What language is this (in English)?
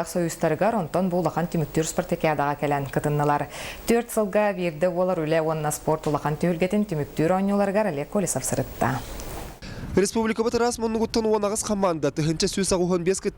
Yakut